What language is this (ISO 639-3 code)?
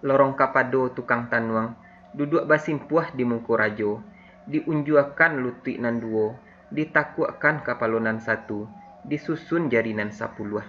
min